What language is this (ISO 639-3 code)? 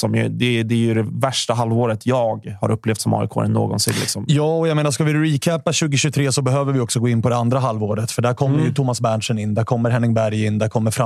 swe